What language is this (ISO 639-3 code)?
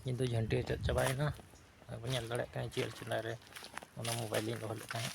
sat